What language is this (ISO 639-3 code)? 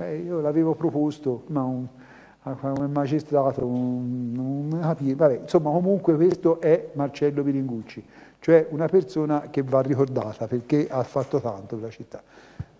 ita